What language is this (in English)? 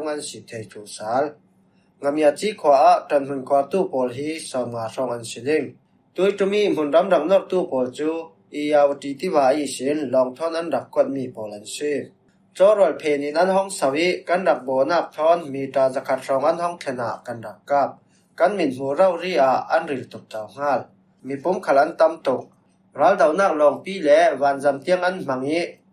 Falam Chin